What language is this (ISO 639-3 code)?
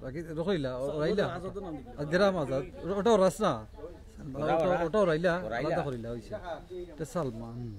syl